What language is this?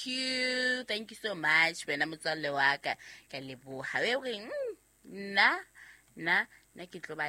Southern Sotho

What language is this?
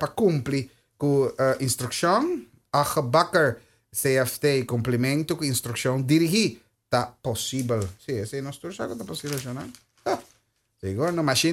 Papiamento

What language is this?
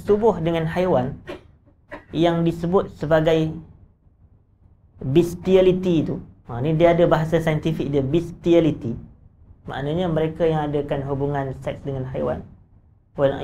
Malay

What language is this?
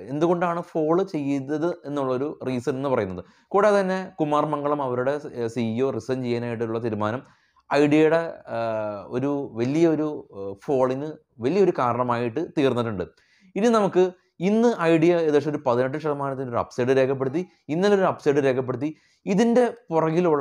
Malayalam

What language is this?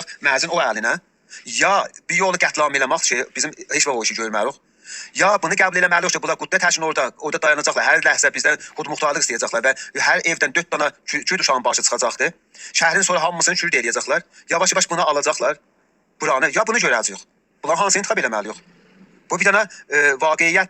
South Azerbaijani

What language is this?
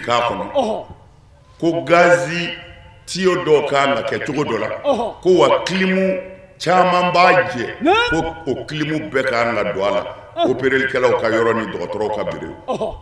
Bambara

